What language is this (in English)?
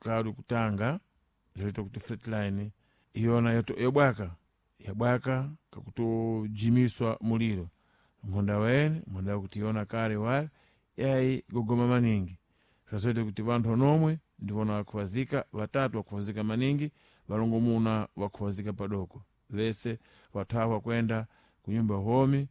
Sena